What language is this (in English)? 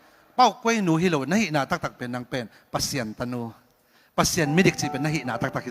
Tedim Chin